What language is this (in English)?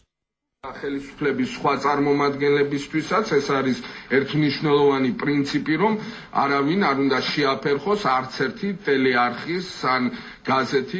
Georgian